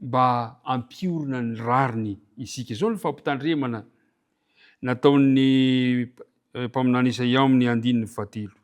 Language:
Malagasy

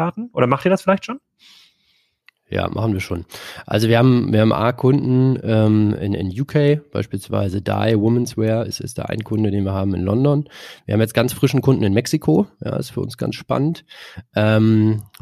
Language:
German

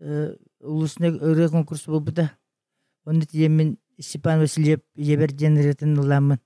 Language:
Yakut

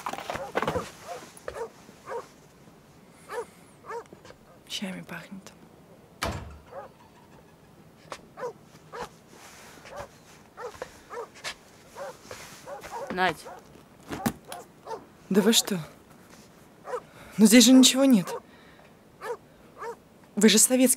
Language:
Russian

